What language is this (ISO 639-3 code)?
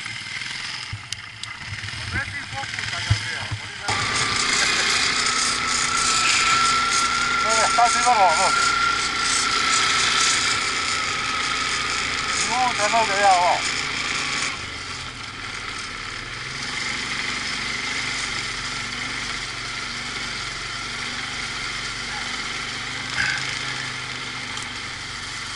hrv